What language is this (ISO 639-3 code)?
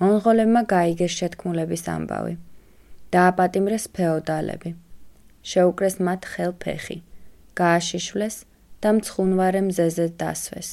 kat